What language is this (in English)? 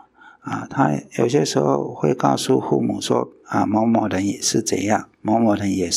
Chinese